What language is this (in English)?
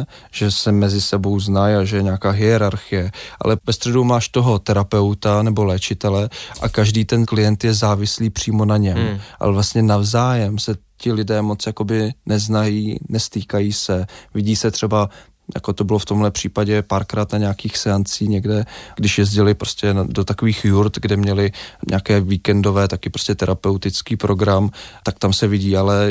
Czech